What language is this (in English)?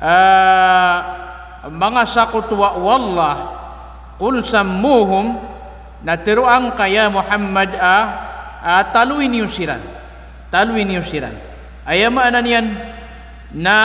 Maranao